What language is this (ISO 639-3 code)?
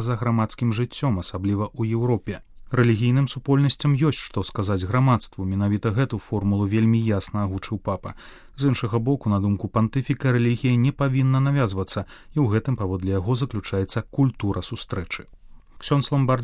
bel